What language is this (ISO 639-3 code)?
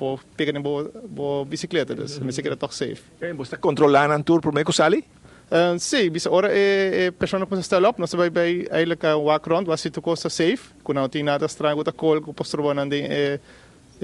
pap